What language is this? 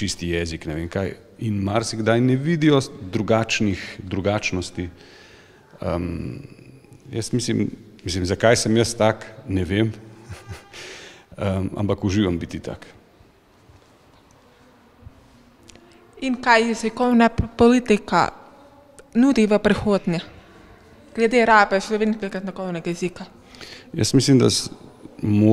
Slovenian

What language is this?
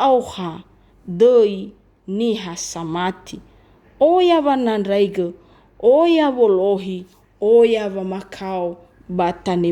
Nias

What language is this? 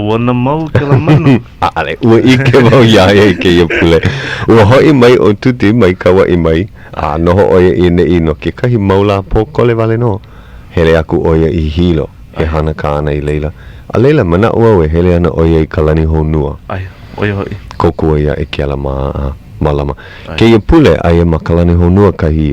Hawaiian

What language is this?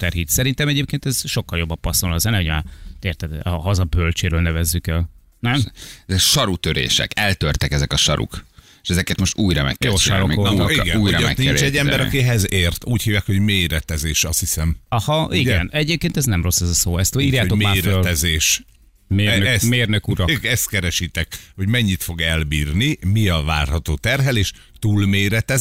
Hungarian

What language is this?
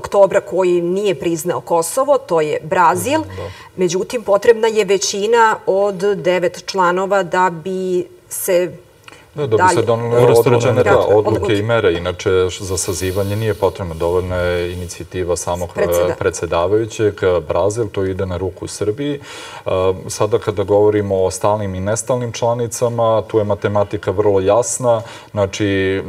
Serbian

